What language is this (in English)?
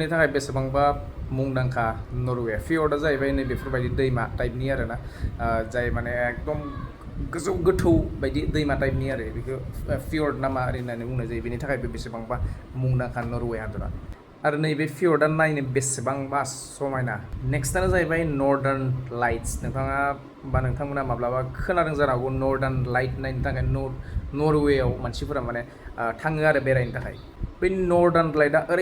Bodo